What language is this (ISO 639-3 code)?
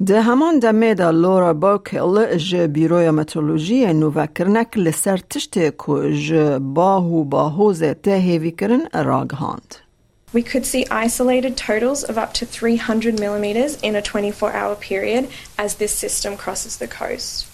kur